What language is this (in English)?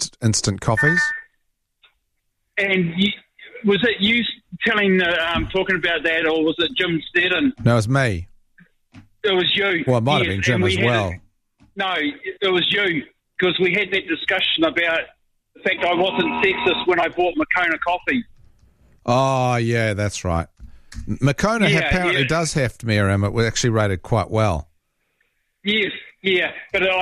English